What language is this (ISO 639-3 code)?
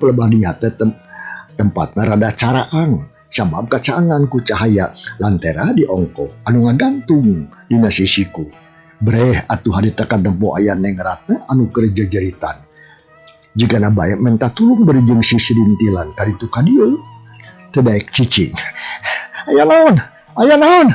sun